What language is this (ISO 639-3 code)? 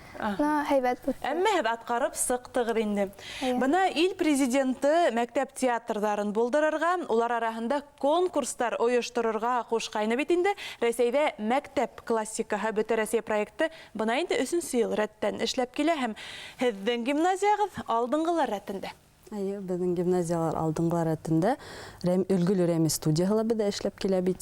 bak